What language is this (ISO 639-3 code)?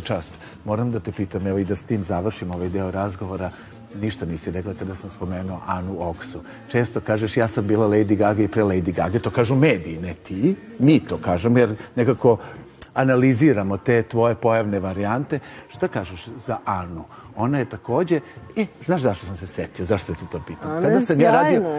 srp